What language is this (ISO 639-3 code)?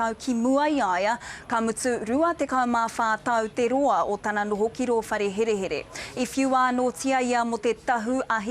mri